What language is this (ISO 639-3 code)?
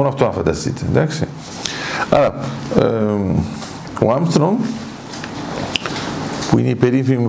ell